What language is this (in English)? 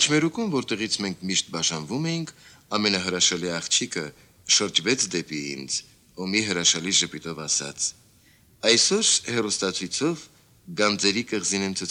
Armenian